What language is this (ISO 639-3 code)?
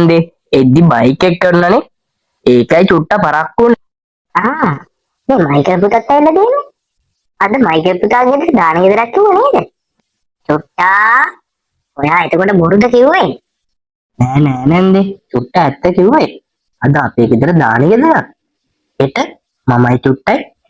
sin